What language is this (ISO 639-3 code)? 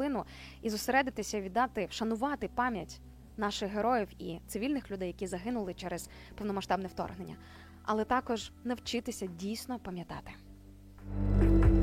ukr